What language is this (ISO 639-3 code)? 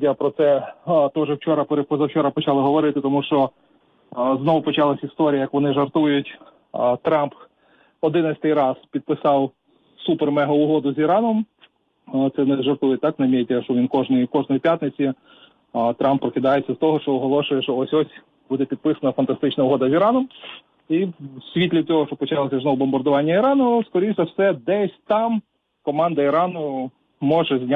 ukr